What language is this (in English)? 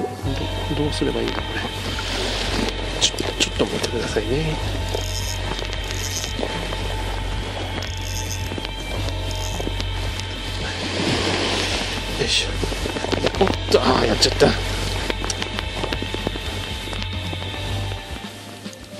Japanese